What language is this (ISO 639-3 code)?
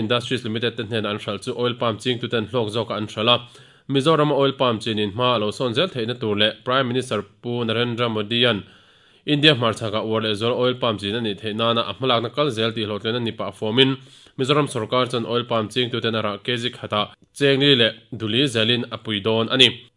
lus